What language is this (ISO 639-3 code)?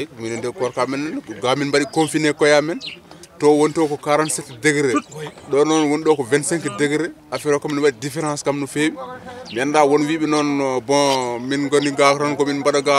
ful